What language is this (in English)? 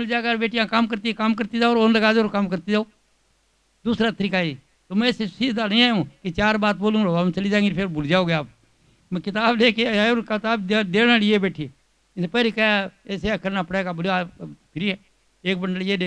Hindi